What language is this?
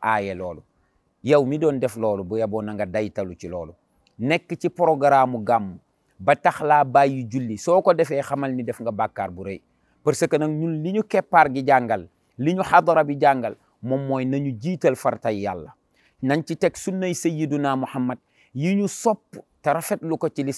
Wolof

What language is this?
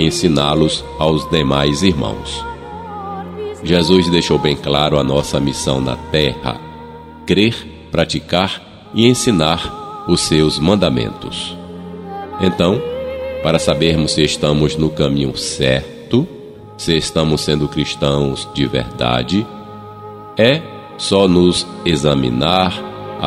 Portuguese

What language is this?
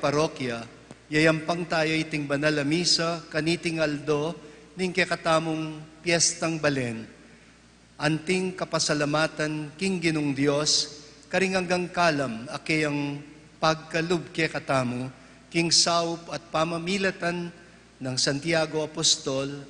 Pampanga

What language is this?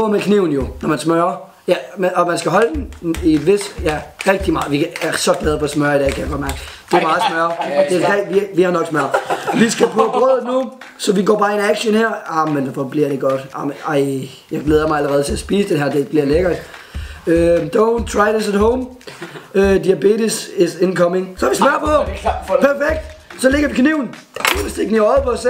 Danish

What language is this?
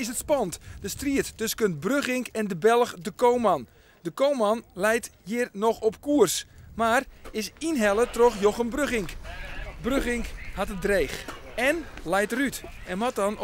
Western Frisian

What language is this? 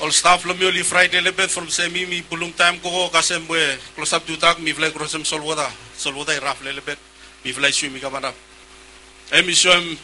Bislama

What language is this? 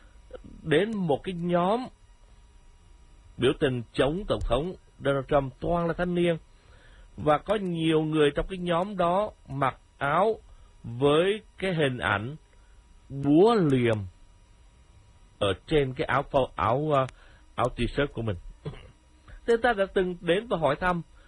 Vietnamese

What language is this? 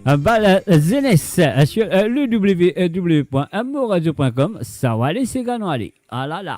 Morisyen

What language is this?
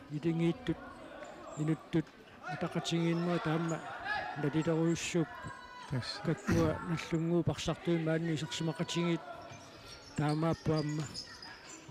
Kalaallisut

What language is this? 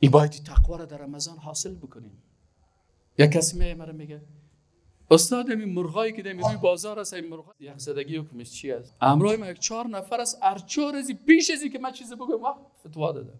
Persian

